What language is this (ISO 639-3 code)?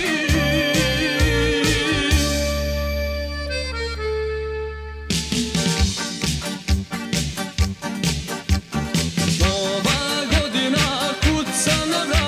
srp